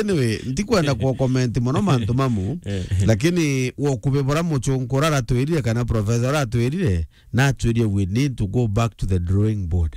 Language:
Meru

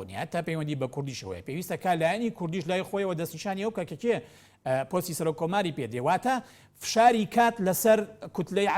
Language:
Central Kurdish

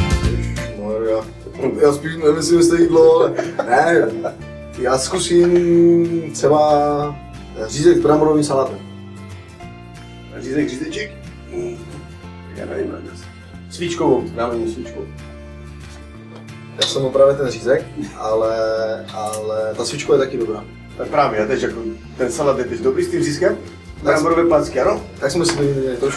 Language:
Czech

